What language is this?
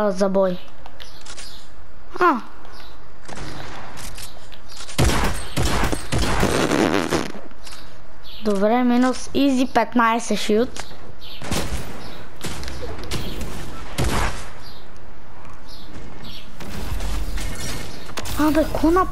Bulgarian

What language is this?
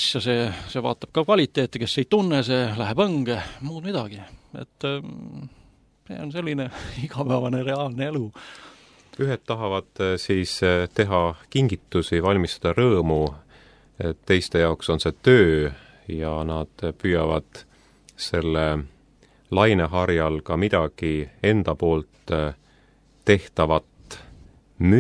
Estonian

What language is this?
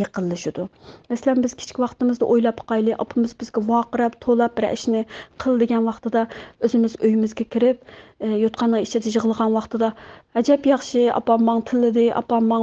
Uyghur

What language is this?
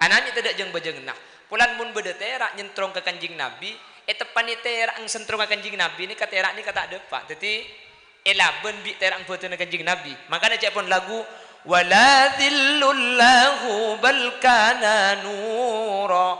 Madurese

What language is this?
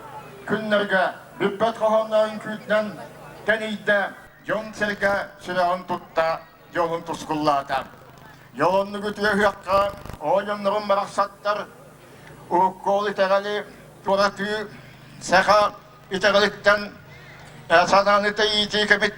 Yakut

